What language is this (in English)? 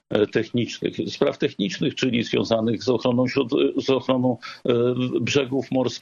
Polish